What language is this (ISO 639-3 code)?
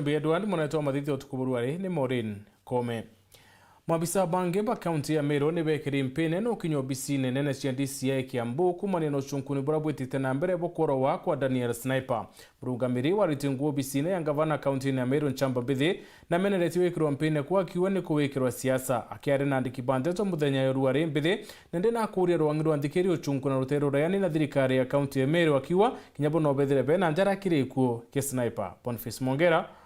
mer